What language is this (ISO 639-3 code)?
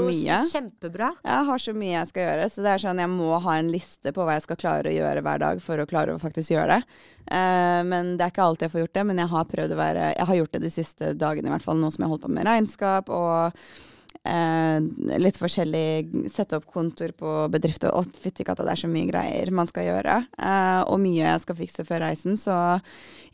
nor